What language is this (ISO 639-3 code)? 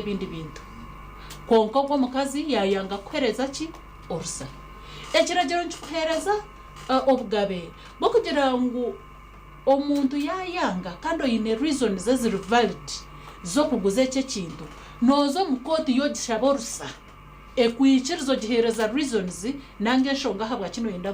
nyn